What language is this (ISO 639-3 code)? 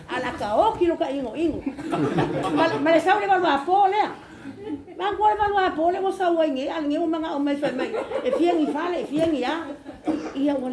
smo